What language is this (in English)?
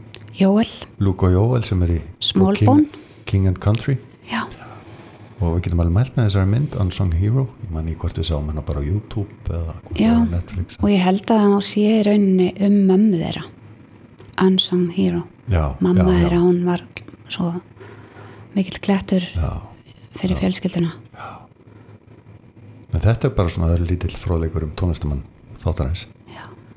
Icelandic